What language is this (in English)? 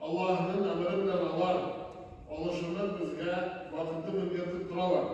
Tatar